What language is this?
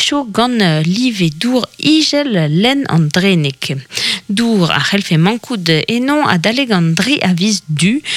Breton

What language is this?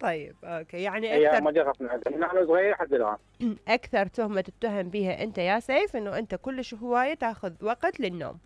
Mesopotamian Arabic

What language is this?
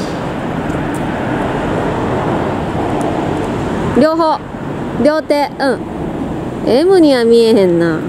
Japanese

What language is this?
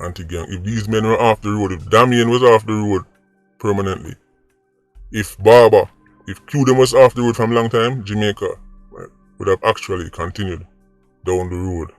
Jamaican Creole English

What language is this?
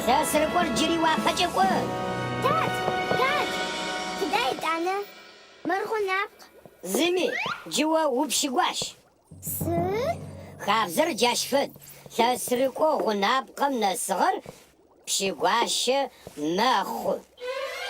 Adyghe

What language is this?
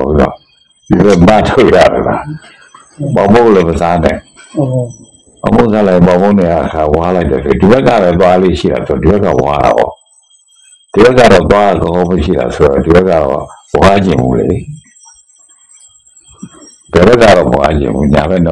Burmese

